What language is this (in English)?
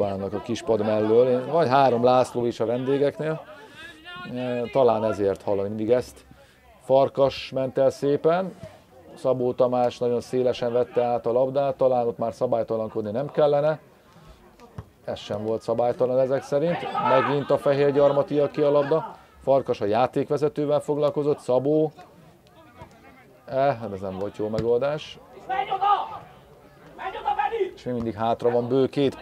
Hungarian